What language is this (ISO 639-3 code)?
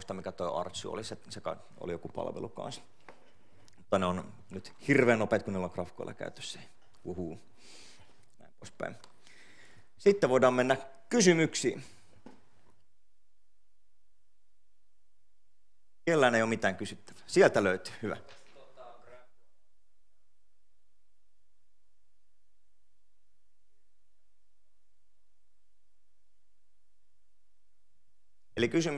fin